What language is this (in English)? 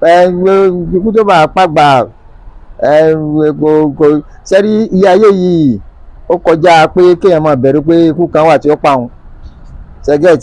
Yoruba